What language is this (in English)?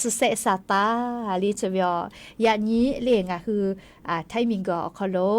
Lahu